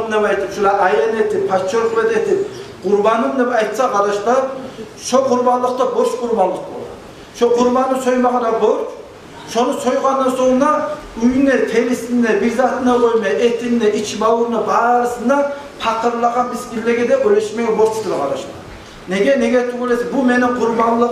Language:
Kumyk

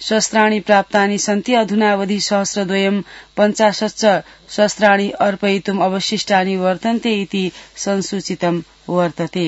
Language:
Sanskrit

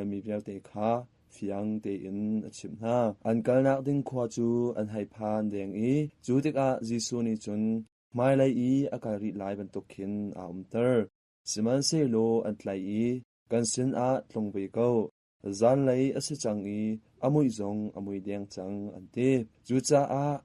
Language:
Hakha Chin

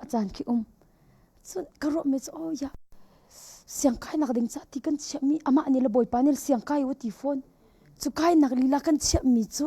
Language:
Hakha Chin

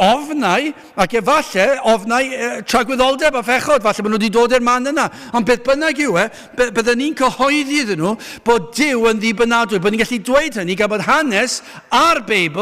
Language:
Welsh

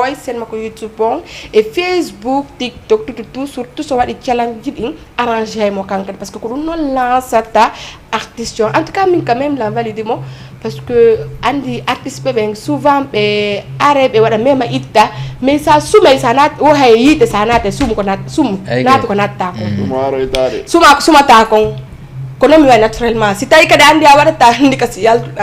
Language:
Fula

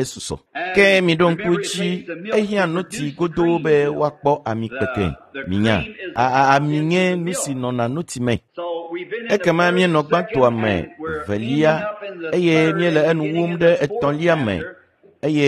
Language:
Ewe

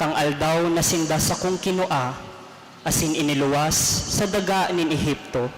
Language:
Bikol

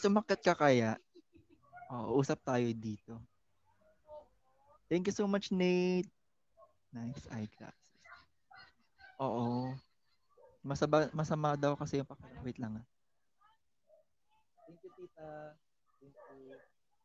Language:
Filipino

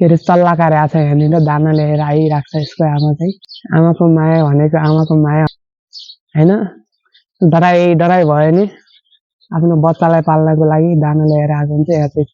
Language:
Nepali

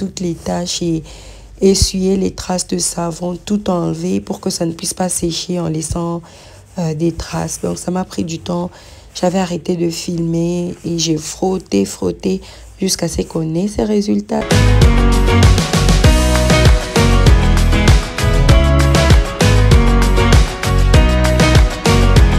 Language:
French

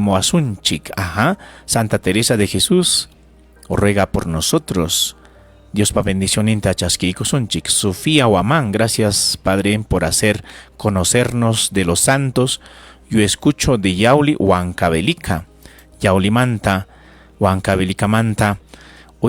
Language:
Ayacucho Quechua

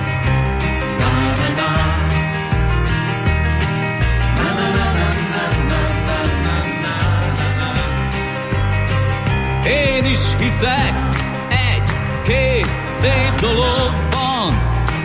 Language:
Hungarian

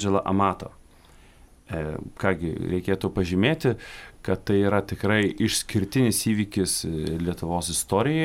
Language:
Lithuanian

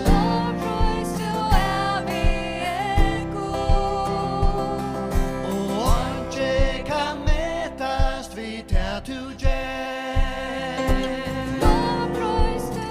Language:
Faroese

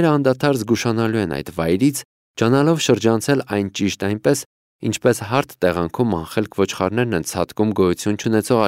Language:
Armenian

